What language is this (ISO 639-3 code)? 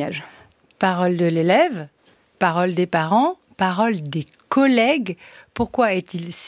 fra